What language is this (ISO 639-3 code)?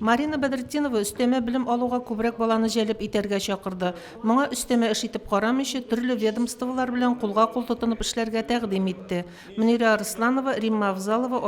tat